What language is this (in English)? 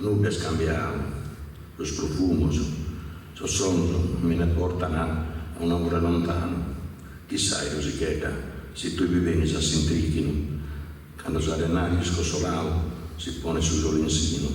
Sardinian